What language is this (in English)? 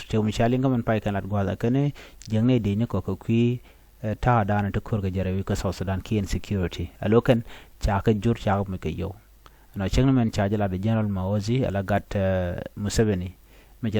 Nuer